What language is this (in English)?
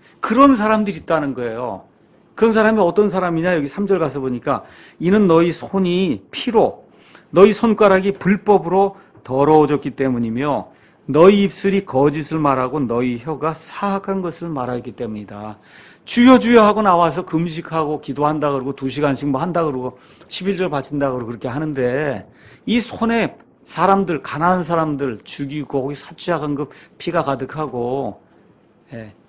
Korean